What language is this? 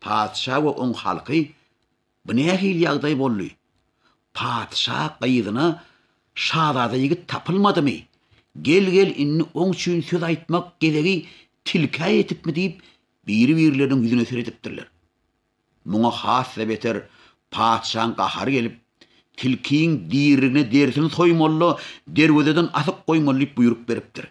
Turkmen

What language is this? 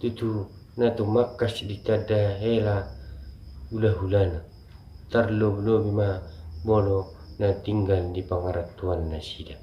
Batak Toba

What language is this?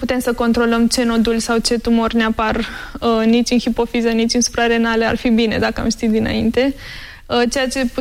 Romanian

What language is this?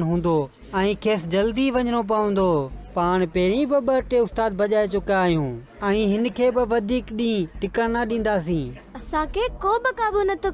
Sindhi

